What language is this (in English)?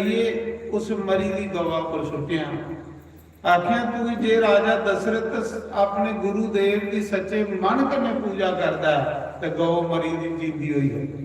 Dogri